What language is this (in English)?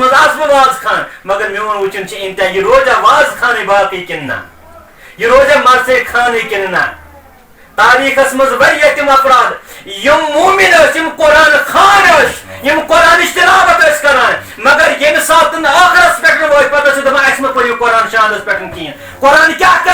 Kashmiri